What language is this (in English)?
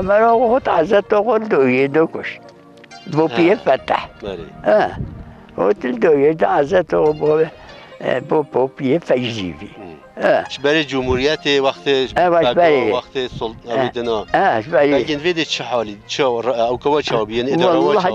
Kurdish